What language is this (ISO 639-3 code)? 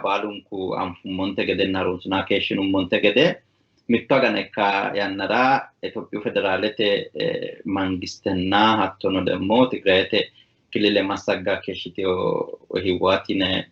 sid